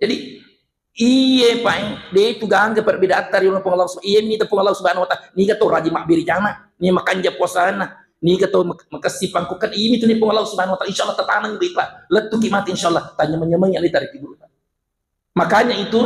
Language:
Buginese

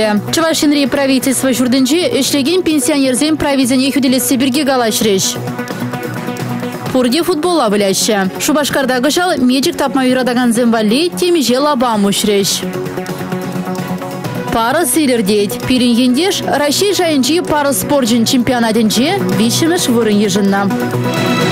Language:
Chuvash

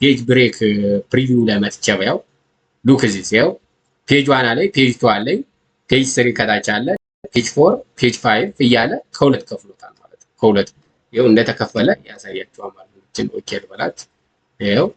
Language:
Amharic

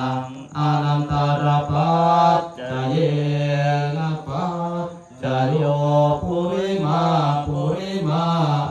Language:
Pali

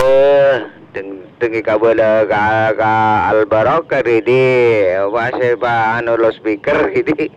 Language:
Madurese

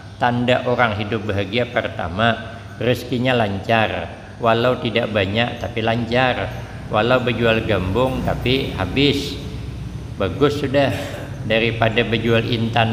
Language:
Banjar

